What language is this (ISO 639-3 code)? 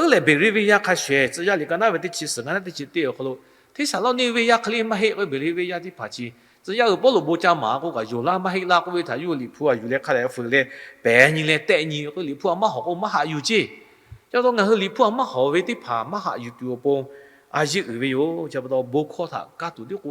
lhu